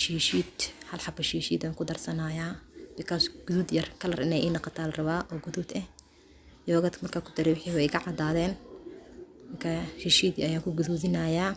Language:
Somali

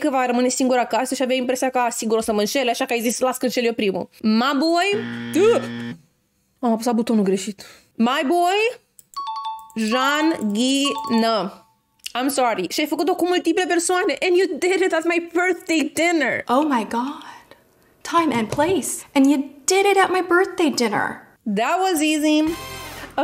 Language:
Romanian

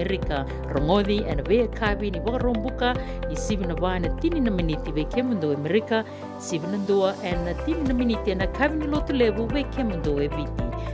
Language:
Fijian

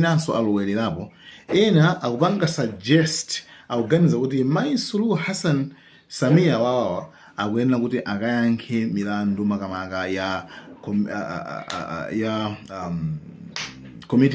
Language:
Nyanja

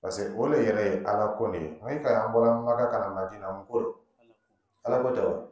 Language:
Dyula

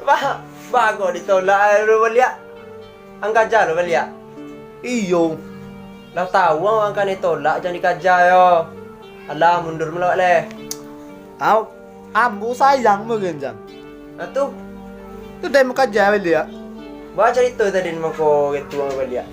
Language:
Minangkabau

